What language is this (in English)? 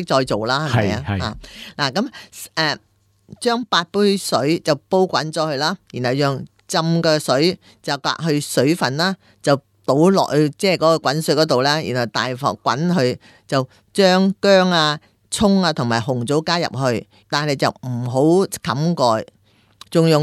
Cantonese